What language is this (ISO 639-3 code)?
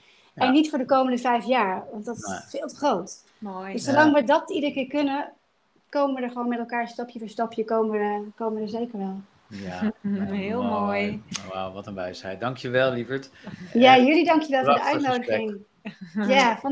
nld